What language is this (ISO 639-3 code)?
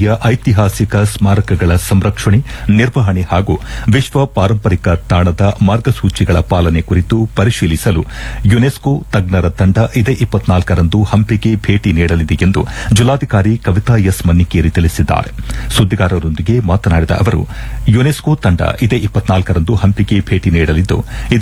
kan